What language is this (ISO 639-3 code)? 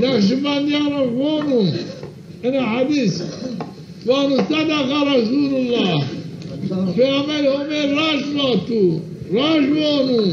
zza